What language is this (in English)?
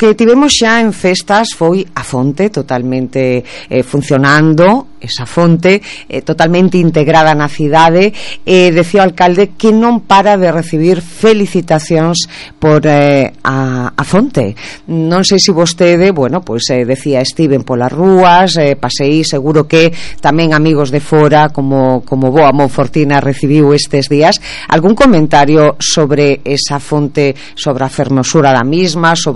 Galician